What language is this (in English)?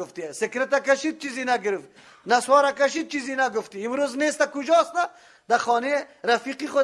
Persian